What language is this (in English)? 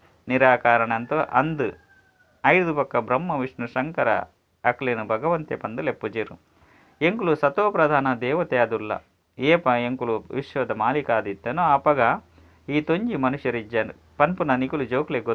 Tulu